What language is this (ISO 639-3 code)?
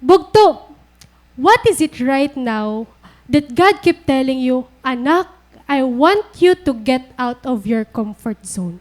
war